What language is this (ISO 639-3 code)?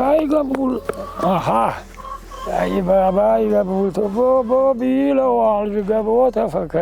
oss